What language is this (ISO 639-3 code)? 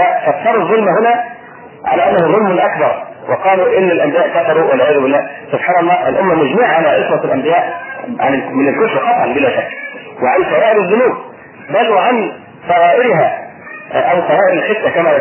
ara